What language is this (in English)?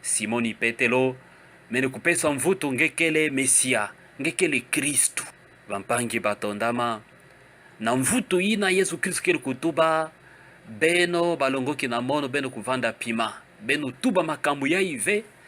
Kituba (Democratic Republic of Congo)